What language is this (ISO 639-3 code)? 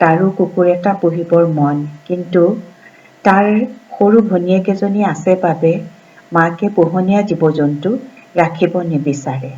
asm